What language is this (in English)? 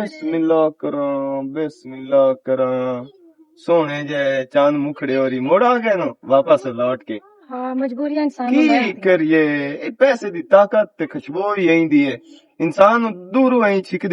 Western Panjabi